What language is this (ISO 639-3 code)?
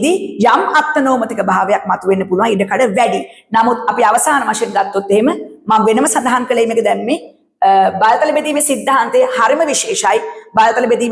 sin